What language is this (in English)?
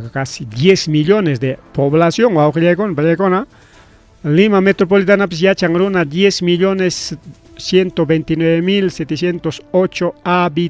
Ayacucho Quechua